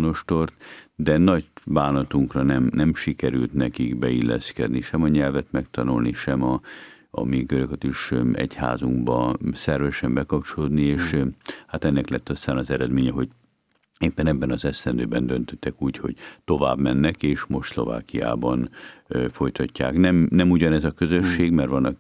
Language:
Hungarian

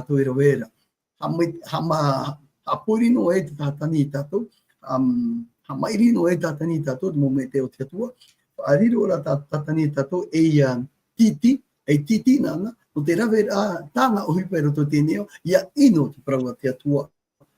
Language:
Tahitian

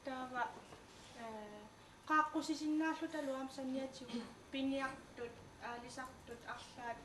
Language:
Kalaallisut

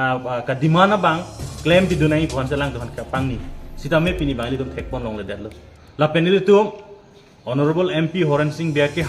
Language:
Karbi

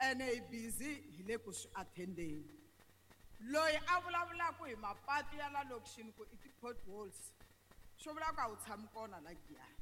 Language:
Tsonga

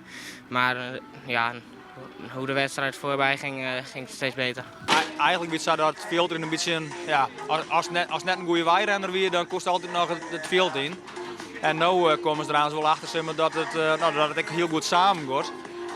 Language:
Western Frisian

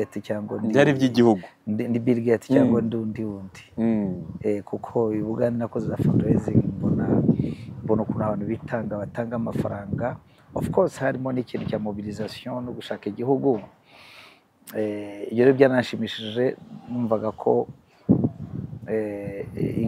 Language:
Kinyarwanda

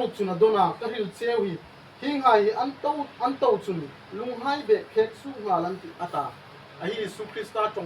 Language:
Hmar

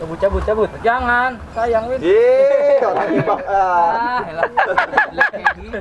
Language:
Betawi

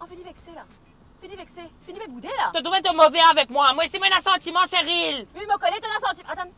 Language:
Morisyen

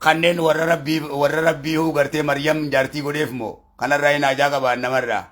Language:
Oromo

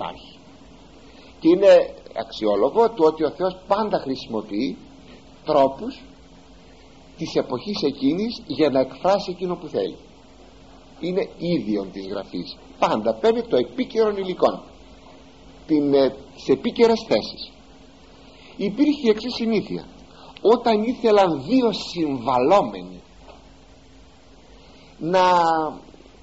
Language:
Greek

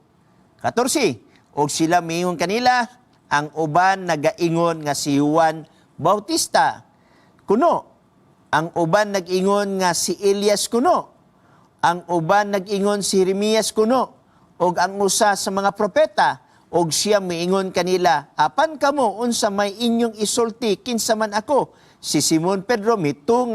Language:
Cebuano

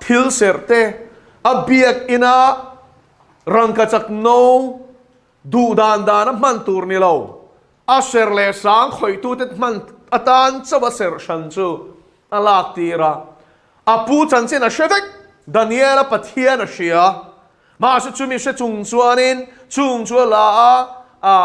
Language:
Mizo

